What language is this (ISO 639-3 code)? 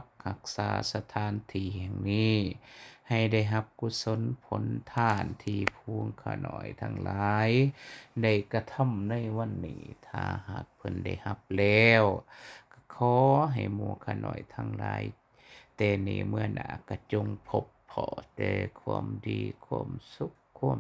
lao